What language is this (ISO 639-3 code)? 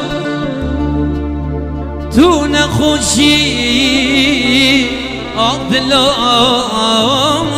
fas